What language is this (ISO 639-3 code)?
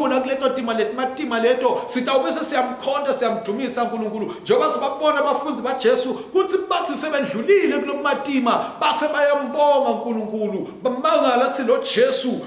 ssw